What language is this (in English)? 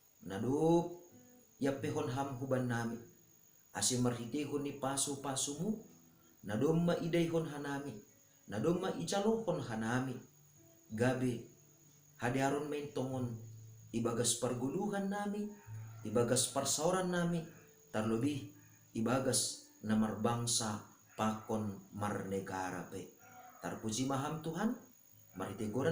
Batak Simalungun